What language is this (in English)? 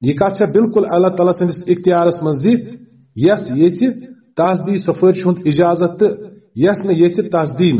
Kashmiri